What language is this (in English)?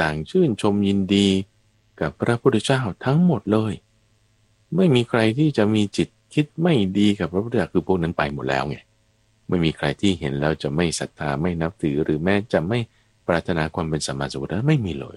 Thai